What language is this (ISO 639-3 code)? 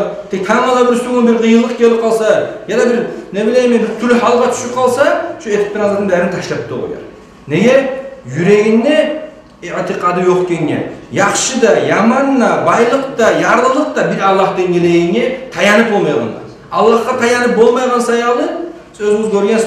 kum